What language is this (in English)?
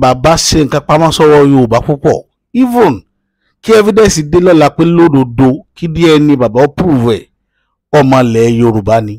Yoruba